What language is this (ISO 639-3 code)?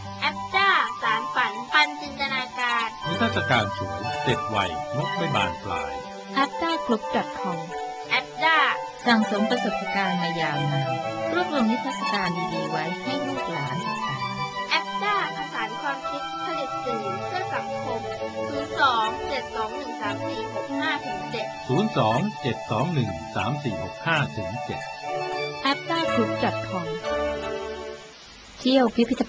tha